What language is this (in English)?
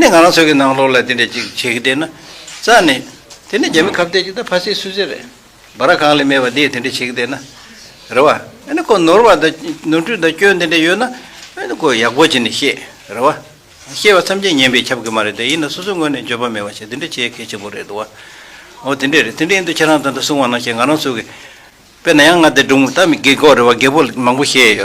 Tibetan